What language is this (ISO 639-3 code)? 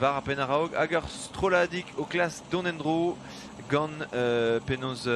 bre